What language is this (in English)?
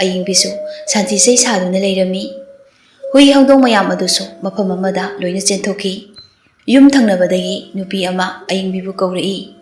Manipuri